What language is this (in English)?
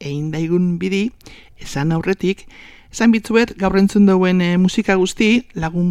Basque